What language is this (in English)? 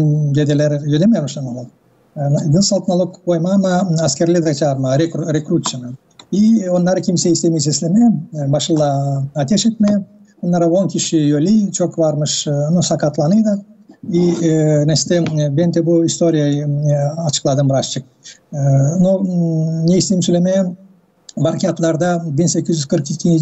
Gagauz